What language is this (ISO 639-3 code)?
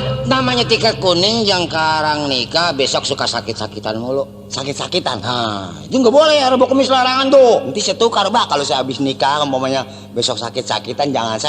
bew